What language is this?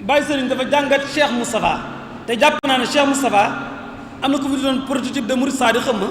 Wolof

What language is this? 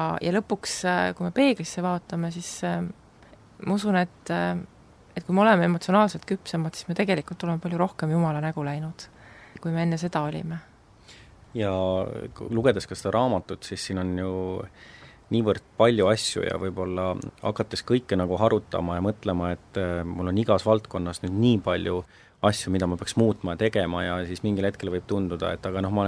Estonian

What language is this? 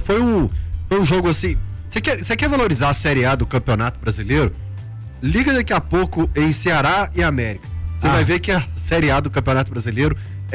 Portuguese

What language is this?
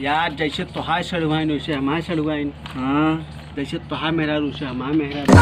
Awadhi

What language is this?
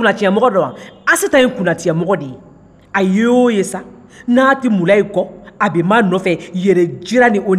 Bambara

